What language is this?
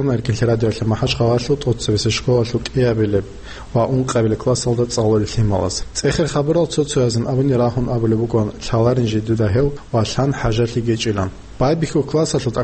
Avaric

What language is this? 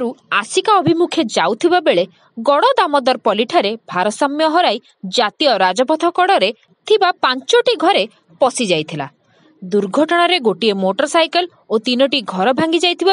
Odia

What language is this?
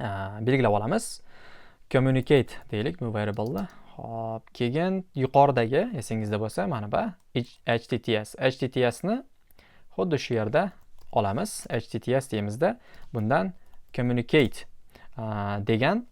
Uzbek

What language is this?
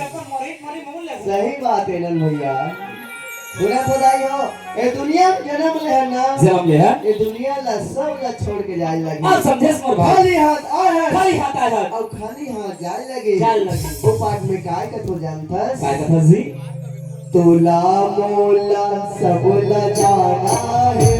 Chhattisgarhi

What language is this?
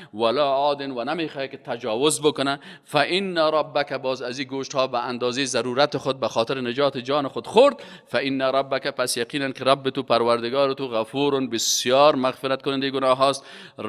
Persian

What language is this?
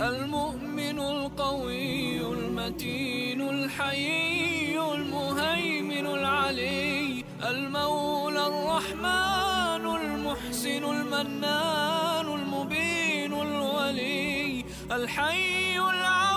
Bosnian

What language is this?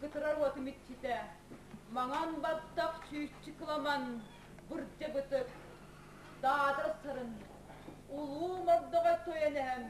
Yakut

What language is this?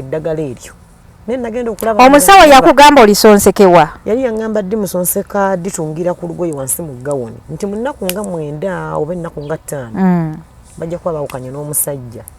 Ganda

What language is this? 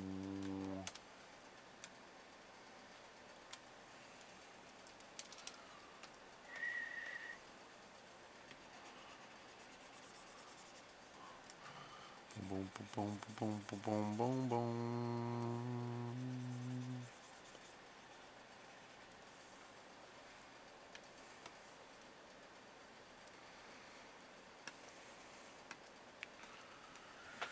English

